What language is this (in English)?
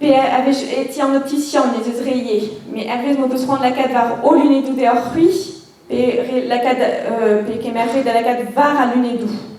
Breton